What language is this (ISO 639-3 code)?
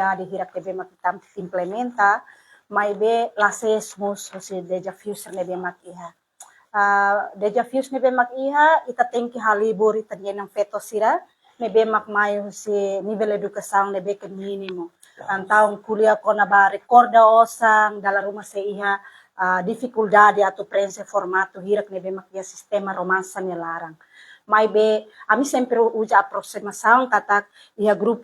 tet